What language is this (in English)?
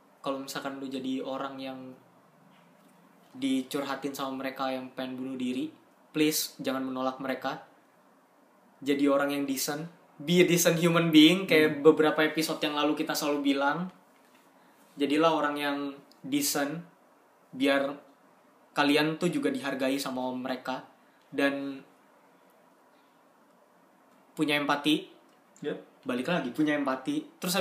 Indonesian